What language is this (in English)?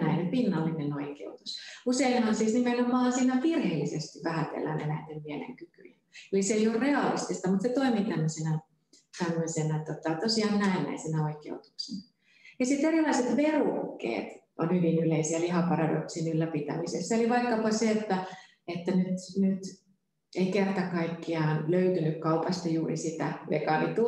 Finnish